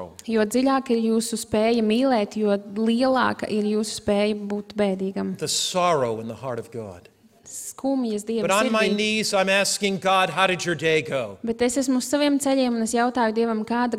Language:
Latvian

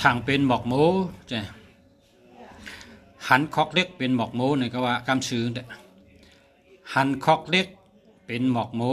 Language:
Shan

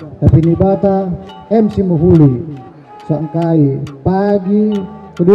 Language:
Batak Karo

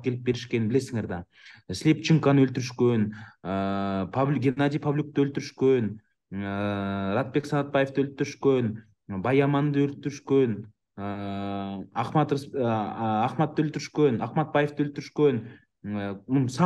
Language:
Kyrgyz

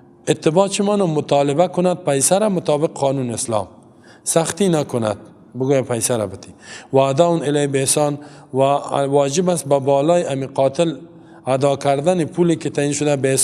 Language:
Persian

